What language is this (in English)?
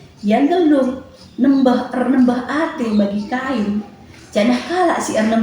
Batak Karo